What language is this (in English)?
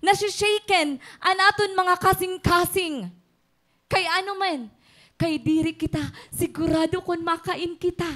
Waray